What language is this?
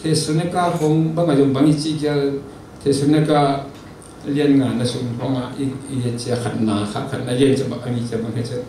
Tedim Chin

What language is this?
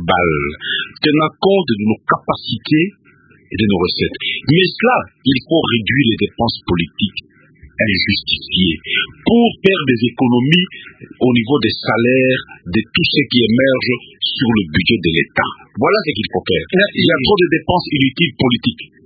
French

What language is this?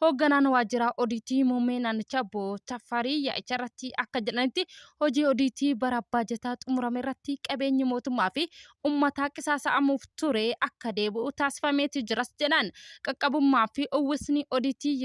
Oromo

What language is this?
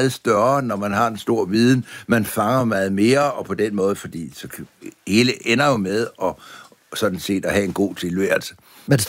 Danish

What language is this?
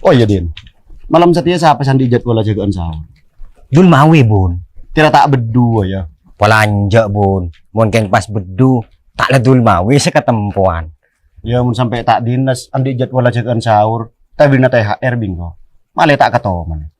Madurese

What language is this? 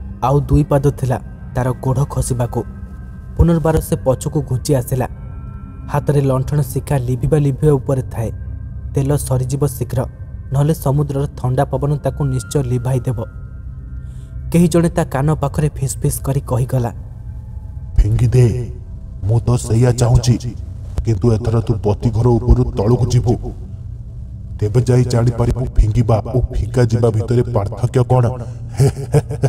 Odia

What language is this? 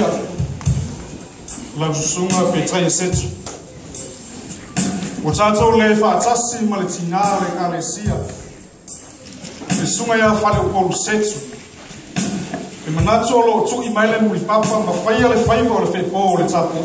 Samoan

